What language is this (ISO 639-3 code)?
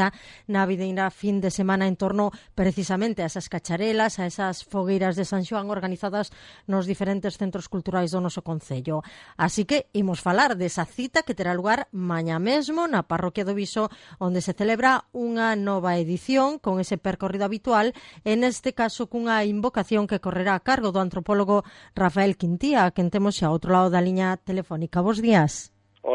glg